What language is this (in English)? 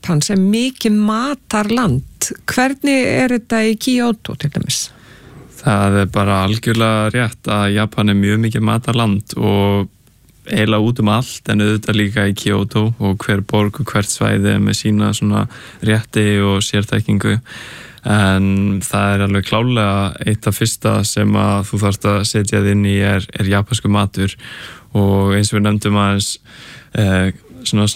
Icelandic